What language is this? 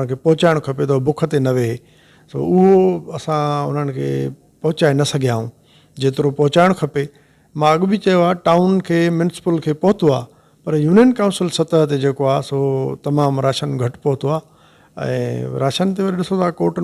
Sindhi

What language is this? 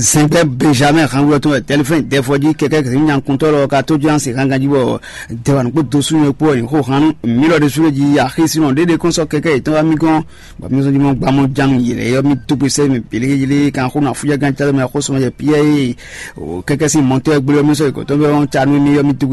Fon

